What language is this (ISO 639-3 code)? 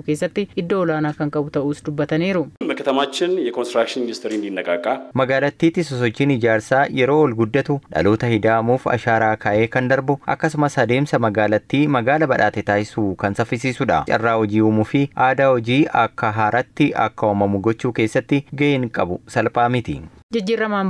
orm